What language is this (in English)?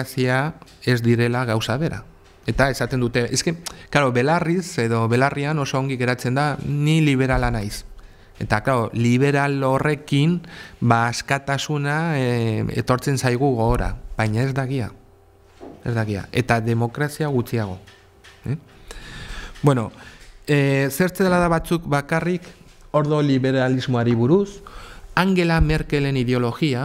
Basque